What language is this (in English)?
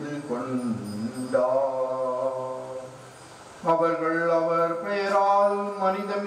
Tamil